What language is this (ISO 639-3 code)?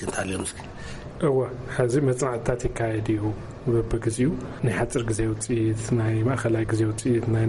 tir